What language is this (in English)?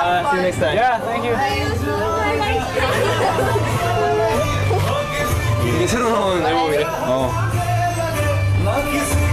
Korean